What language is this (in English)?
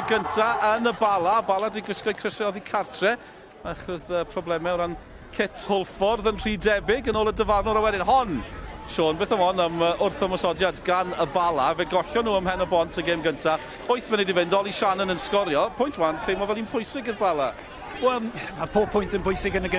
Welsh